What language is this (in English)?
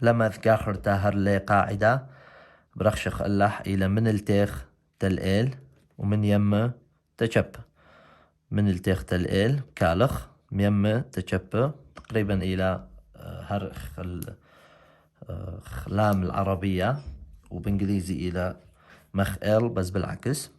Assyrian Neo-Aramaic